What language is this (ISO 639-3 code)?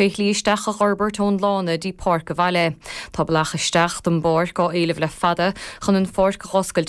gle